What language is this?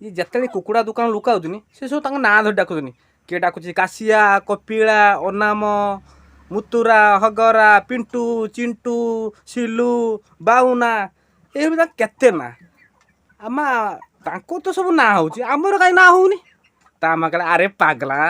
Odia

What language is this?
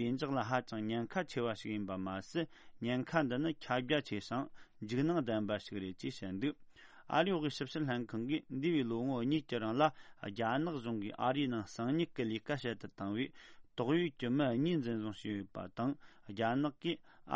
Tibetan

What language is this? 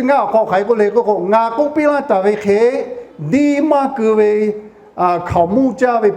Lahu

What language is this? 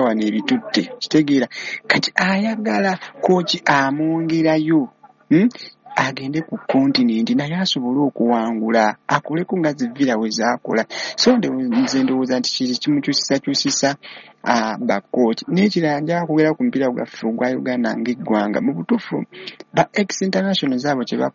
Ganda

